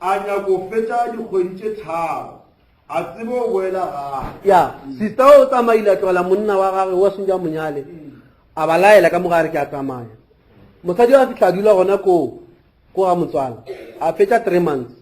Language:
Northern Sotho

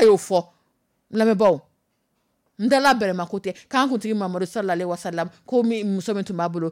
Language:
Dyula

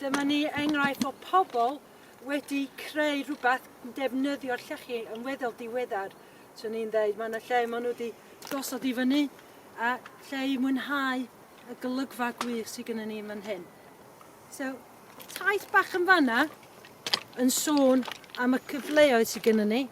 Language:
Welsh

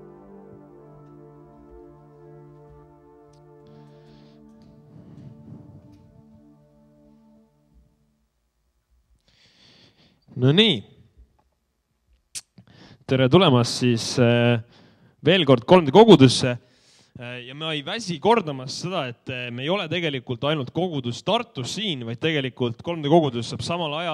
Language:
Estonian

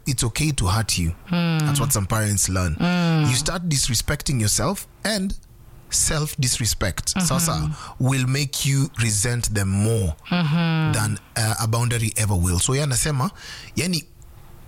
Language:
Swahili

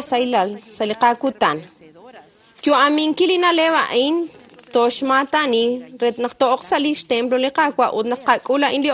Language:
Kekchí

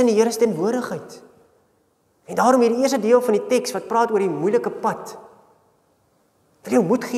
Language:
Afrikaans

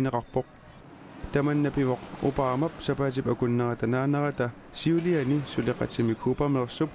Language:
Kalaallisut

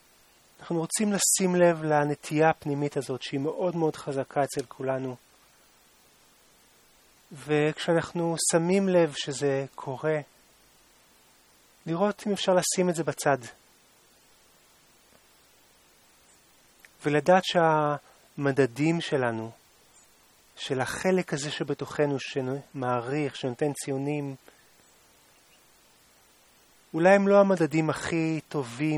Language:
Hebrew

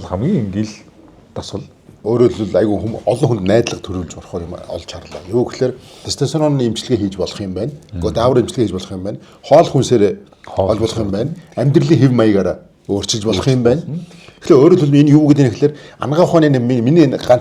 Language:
Mongolian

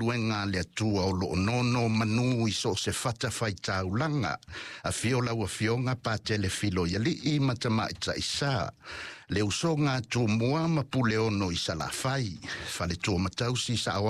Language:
Samoan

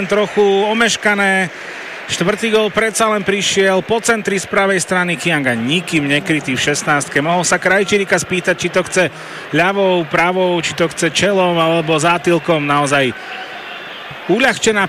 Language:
Slovak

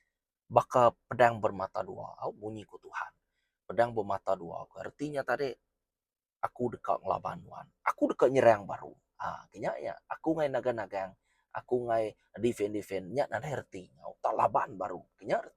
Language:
Iban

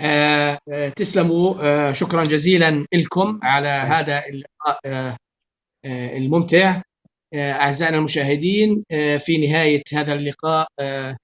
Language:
North Levantine Arabic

